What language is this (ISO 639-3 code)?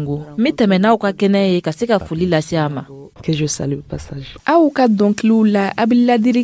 dyu